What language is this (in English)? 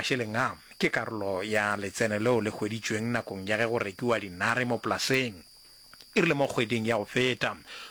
Northern Sotho